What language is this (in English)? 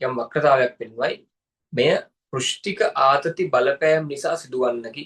Sinhala